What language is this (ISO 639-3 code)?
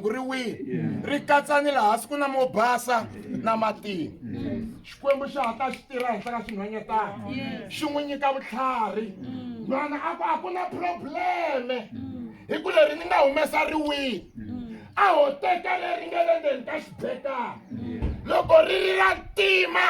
tso